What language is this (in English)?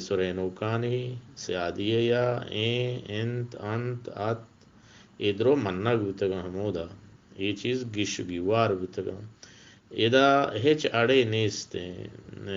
Eastern Balochi